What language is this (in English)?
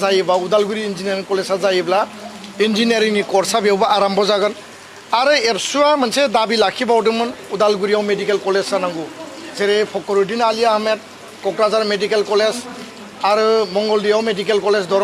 Bodo